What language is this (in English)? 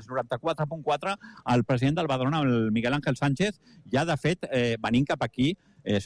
Catalan